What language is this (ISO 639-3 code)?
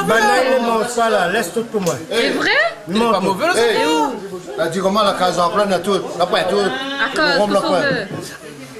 rcf